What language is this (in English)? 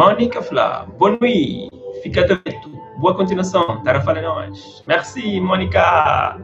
Kabuverdianu